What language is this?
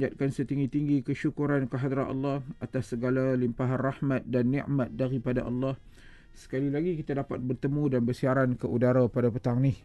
Malay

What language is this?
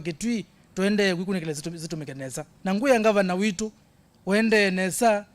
Kamba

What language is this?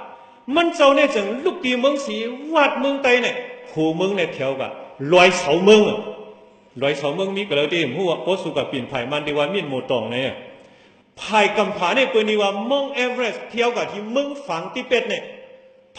Shan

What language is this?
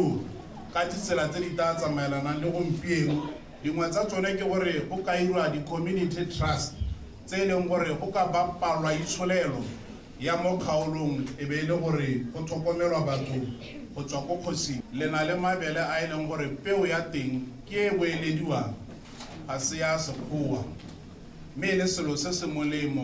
Tswana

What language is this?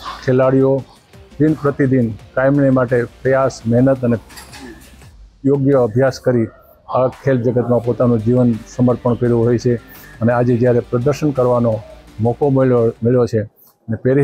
Gujarati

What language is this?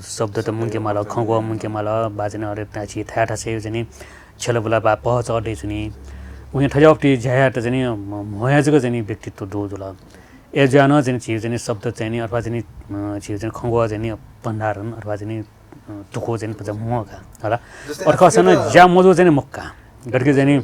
Newari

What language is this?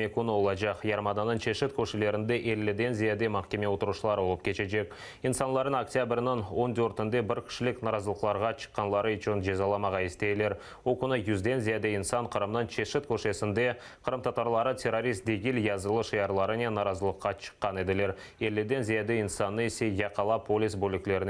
Crimean Tatar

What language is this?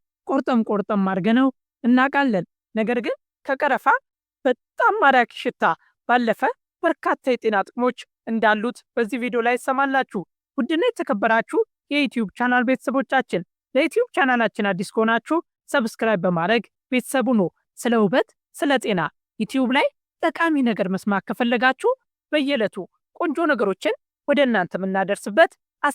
Amharic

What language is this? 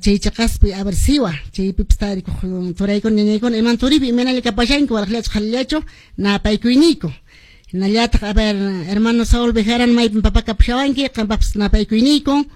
Quechua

